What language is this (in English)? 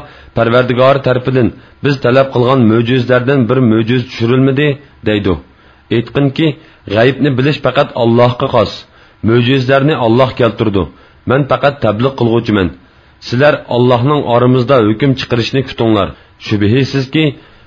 Uyghur